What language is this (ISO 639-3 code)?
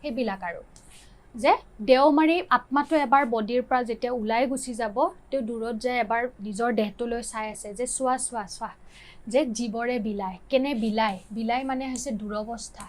asm